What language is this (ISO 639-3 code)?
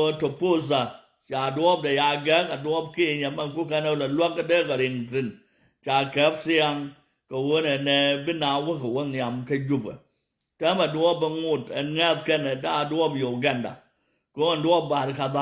nus